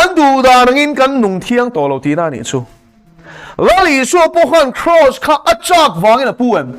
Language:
Mizo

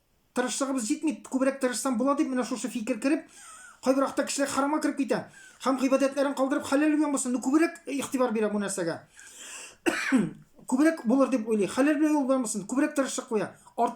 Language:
Tatar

